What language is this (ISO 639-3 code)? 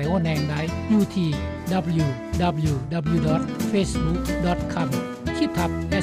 lao